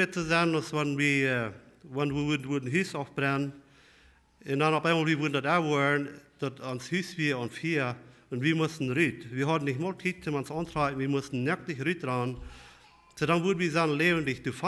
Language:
Plautdietsch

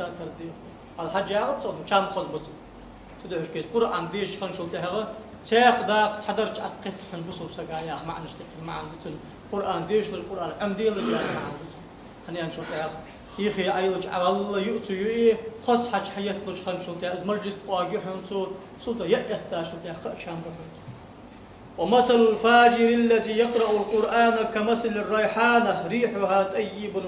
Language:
Ingush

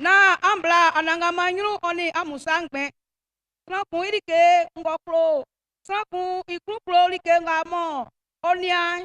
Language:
Baoulé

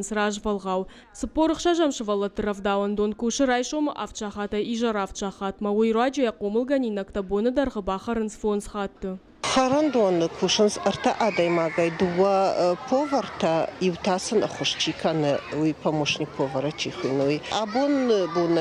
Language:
Ossetic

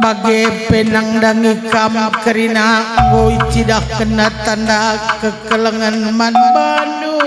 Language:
Batak Karo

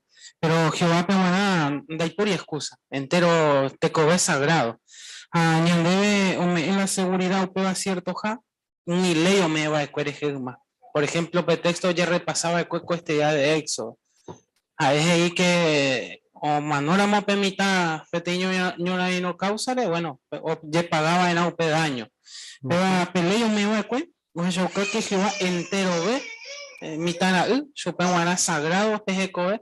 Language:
Guarani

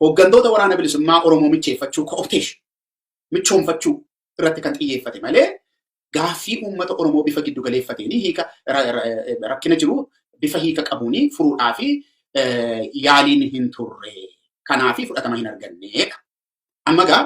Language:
Oromo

